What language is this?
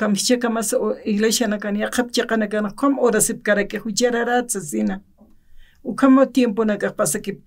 Aymara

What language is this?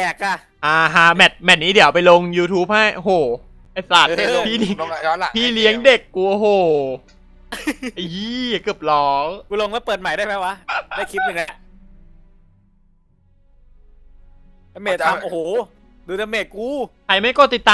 Thai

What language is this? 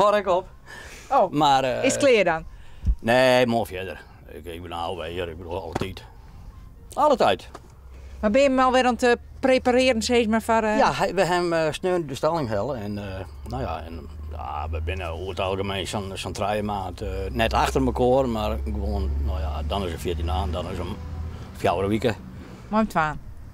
Western Frisian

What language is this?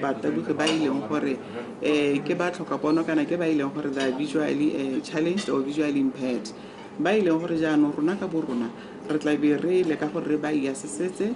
Tswana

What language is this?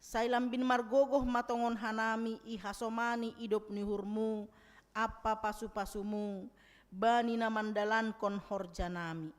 Batak Simalungun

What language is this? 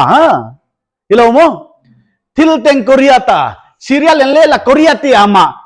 Paite Chin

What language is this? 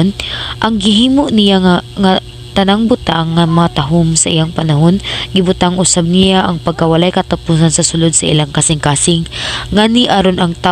Cebuano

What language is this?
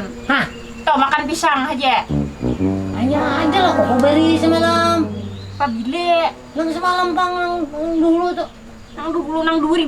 Banjar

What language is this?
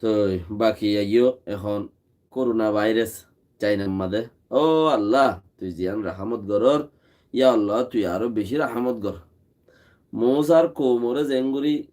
Rohingya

